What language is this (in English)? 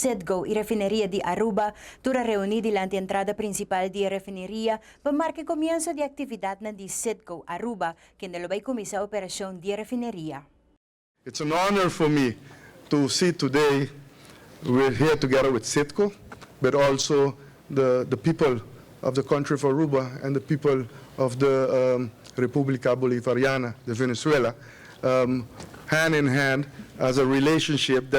Papiamento